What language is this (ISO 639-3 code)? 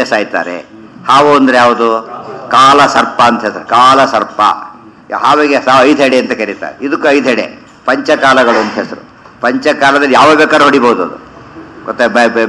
kan